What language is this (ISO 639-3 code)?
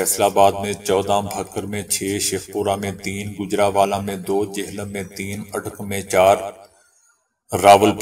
urd